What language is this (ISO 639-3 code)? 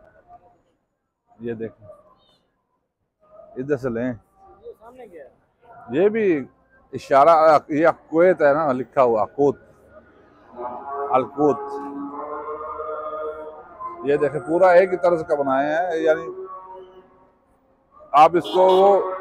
hin